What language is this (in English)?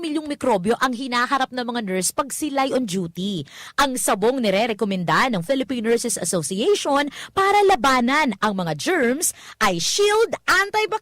Bikol